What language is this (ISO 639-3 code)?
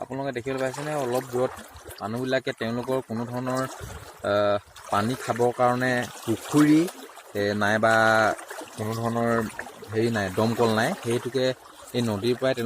asm